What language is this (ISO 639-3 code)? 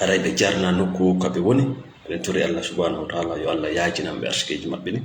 ful